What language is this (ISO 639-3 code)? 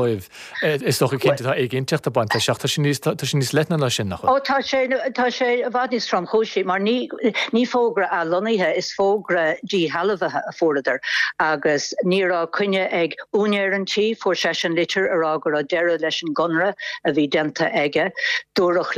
gle